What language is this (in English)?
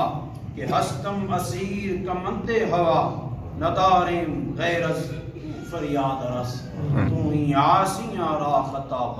Pahari-Potwari